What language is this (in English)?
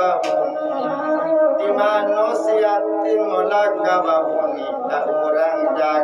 Minangkabau